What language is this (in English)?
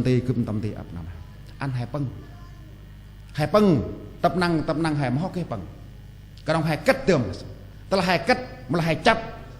Central Mnong